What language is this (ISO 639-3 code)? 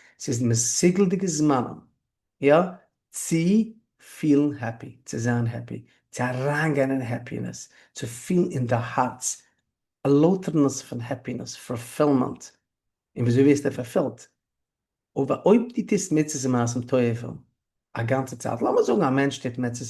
yid